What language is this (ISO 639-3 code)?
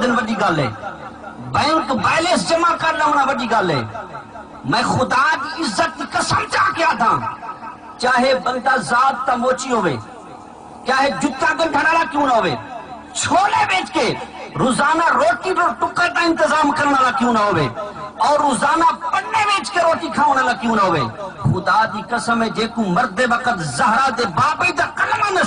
skr